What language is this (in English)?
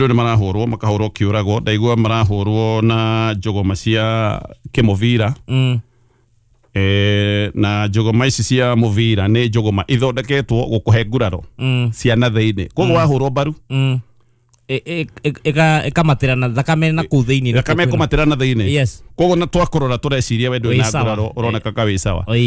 Kikuyu